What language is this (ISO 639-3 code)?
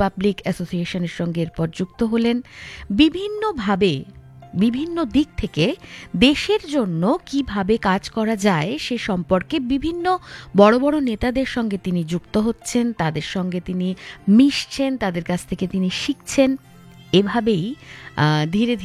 ben